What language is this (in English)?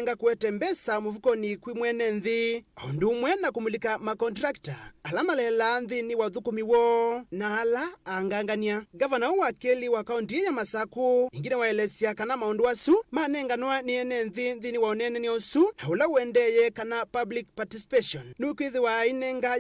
Kamba